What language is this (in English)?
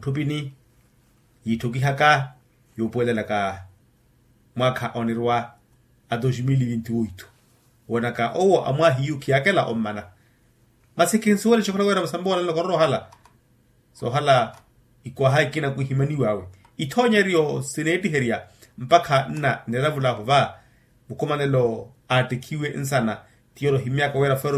Makhuwa